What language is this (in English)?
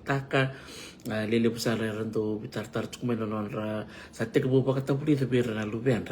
Fijian